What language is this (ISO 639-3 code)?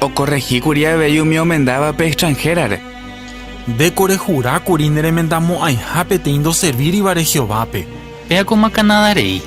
grn